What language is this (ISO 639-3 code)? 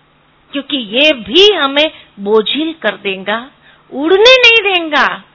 hin